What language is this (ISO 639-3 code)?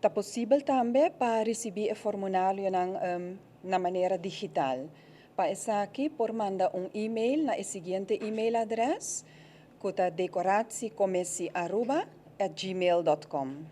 pap